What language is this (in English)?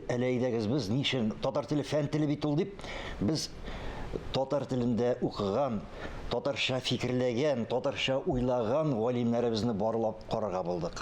Tatar